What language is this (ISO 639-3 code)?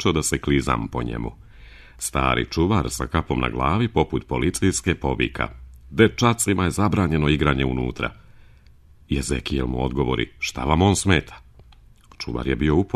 srp